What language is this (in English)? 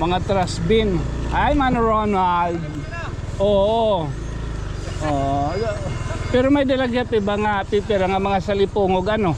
Waray